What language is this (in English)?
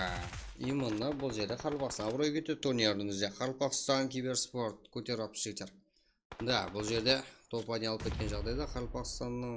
Kara-Kalpak